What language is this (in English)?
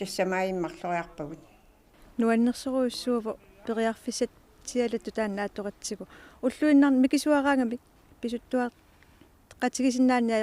Kalaallisut